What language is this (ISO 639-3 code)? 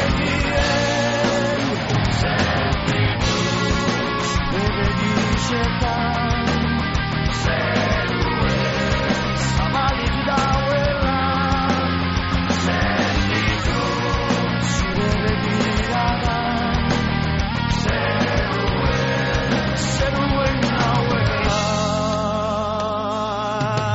eus